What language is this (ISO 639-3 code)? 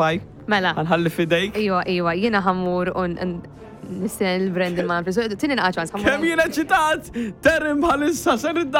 mlt